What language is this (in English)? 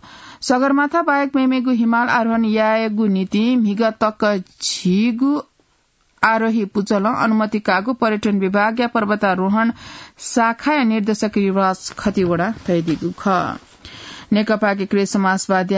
Newari